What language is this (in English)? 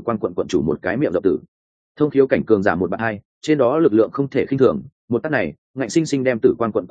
Vietnamese